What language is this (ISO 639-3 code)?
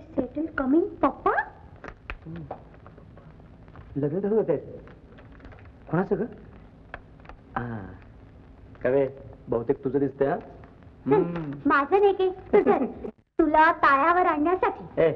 mar